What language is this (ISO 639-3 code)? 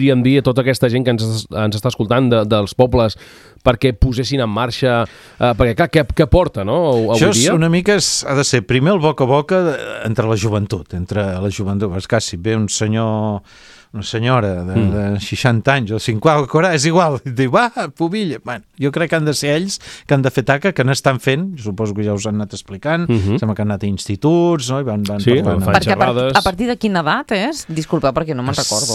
cat